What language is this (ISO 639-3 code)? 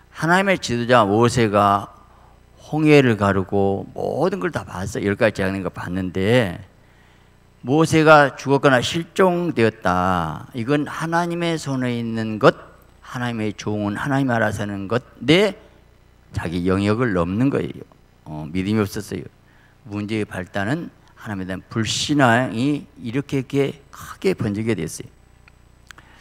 kor